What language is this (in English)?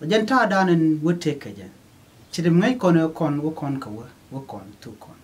Nuer